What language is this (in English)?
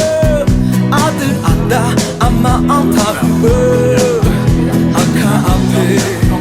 Akha